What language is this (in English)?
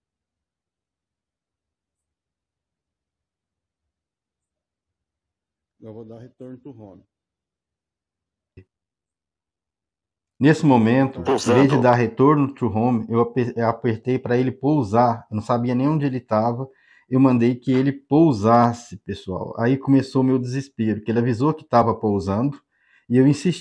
Portuguese